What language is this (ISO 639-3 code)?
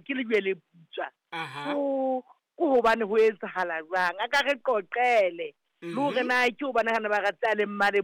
sot